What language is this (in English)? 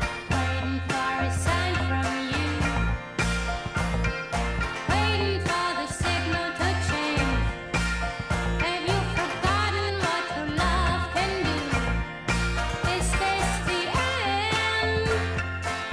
English